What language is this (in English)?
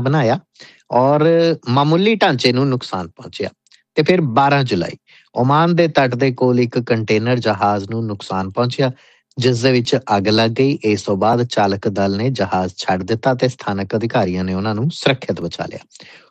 Punjabi